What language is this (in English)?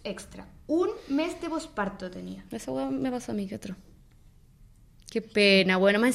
Spanish